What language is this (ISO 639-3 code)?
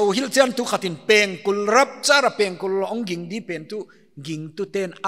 pck